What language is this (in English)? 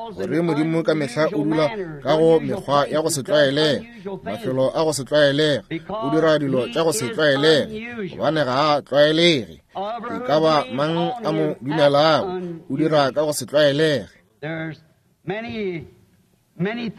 Northern Sotho